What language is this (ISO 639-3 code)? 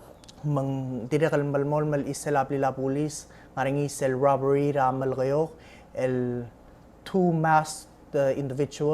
pau